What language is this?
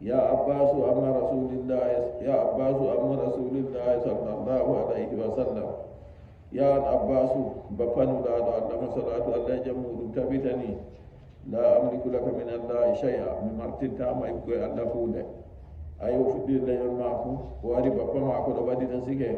Nigerian Fulfulde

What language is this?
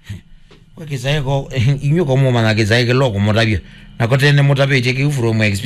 Kamba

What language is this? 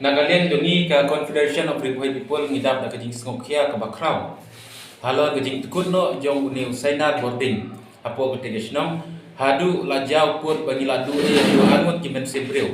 Khasi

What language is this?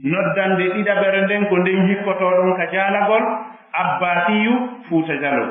Fula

